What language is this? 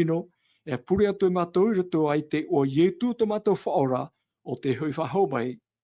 Tahitian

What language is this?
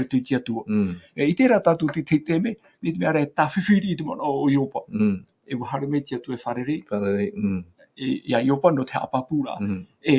Tahitian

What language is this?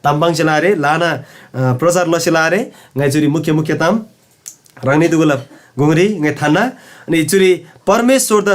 Eastern Tamang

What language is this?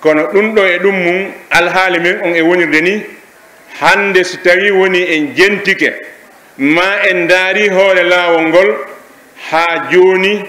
Pular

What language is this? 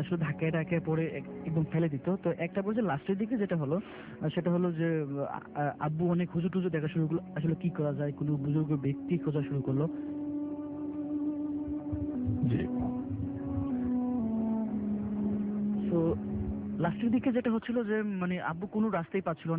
Bangla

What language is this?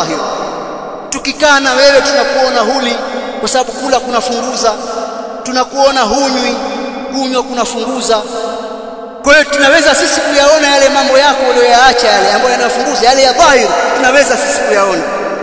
Swahili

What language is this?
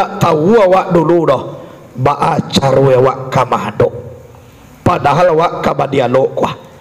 Minangkabau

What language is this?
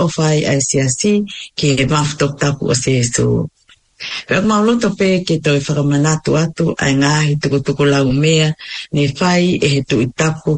Tongan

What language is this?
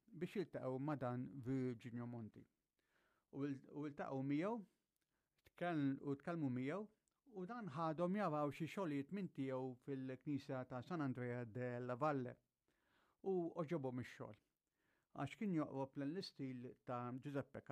Maltese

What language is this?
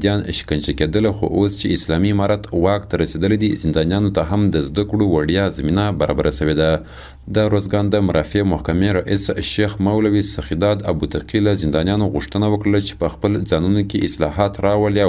Pashto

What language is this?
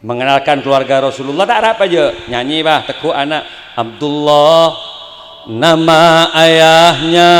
Madurese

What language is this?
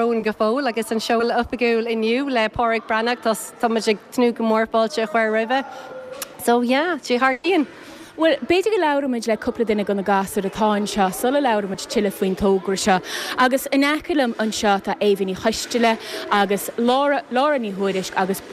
Irish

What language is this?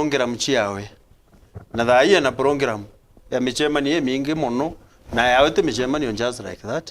Meru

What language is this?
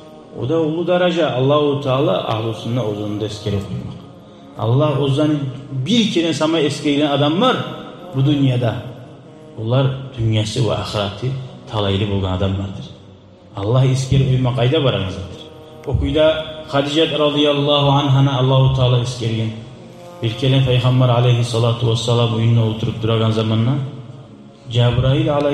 Kumyk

